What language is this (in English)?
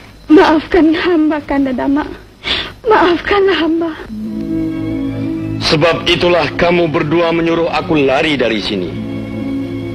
Malay